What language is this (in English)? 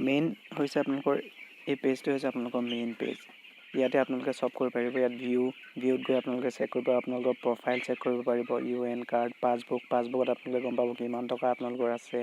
Assamese